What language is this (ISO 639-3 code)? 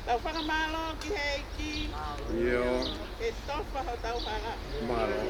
ton